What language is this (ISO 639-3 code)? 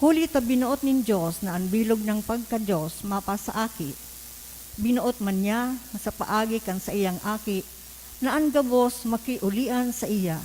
bik